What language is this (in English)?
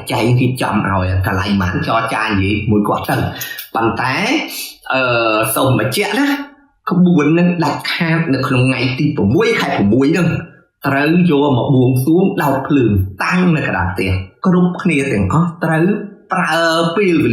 Khmer